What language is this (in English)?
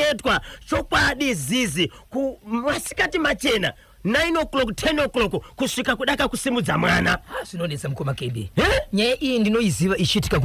Shona